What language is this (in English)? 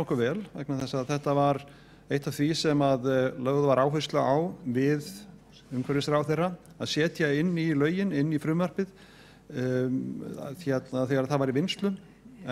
Icelandic